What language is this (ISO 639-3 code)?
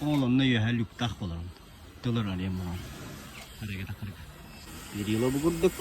sah